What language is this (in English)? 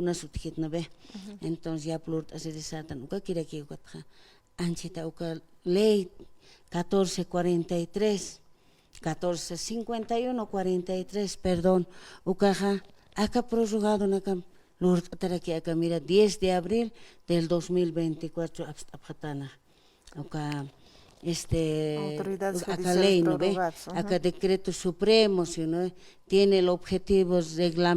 Aymara